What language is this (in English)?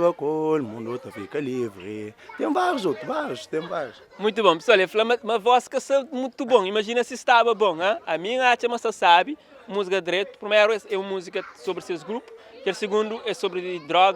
Kabuverdianu